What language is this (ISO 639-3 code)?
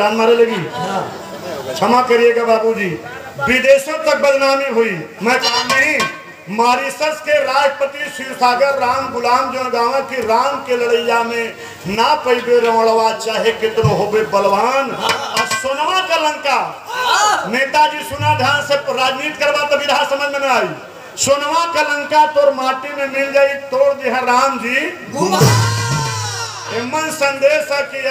bho